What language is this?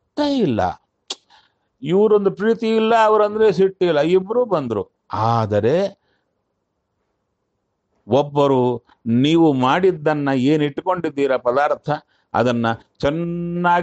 Kannada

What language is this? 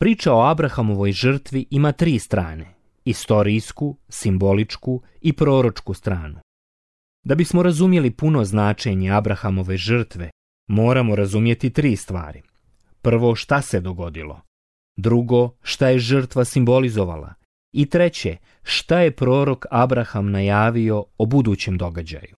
Bosnian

